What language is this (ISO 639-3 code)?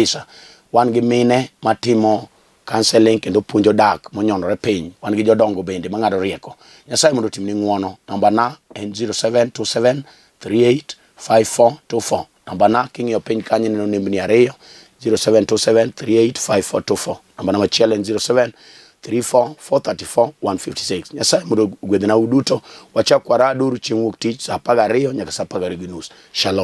luo